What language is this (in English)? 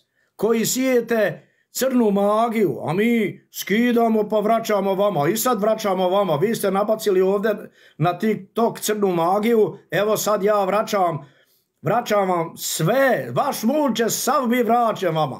Bosnian